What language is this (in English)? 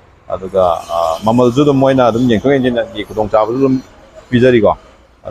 Manipuri